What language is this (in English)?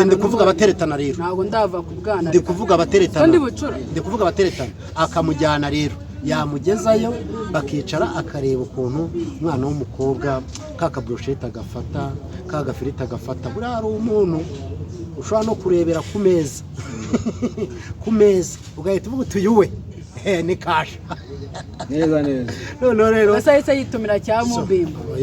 Kinyarwanda